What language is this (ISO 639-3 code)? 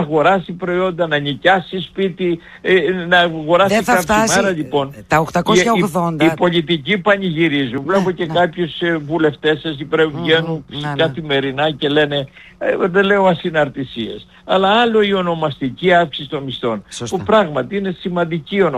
ell